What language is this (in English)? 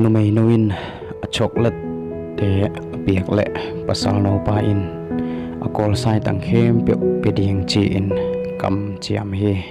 Tedim Chin